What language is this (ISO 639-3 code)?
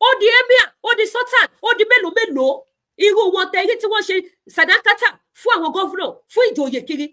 yor